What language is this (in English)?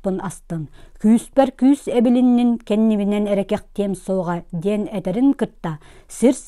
Yakut